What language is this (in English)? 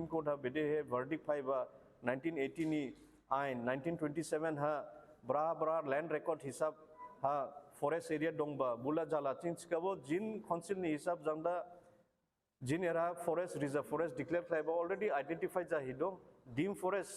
Dimasa